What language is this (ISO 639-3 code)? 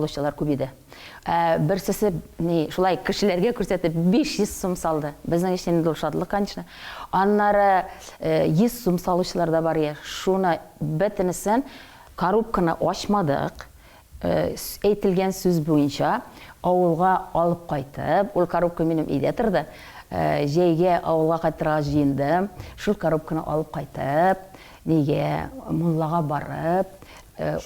tat